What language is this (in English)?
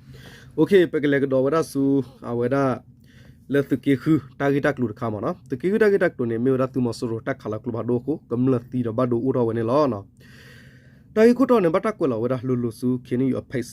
S'gaw Karen